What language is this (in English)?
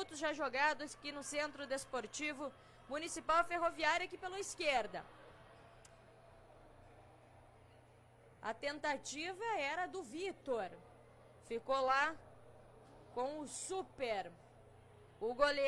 Portuguese